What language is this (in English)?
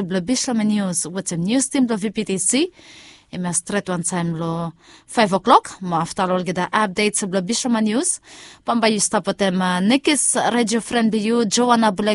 Bislama